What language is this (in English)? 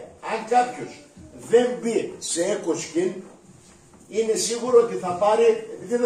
Greek